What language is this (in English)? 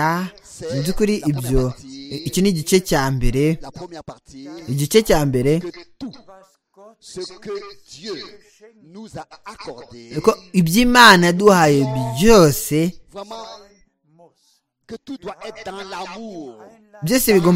Kinyarwanda